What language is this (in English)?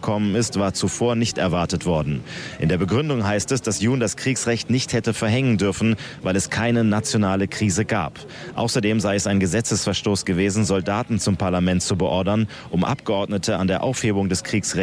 German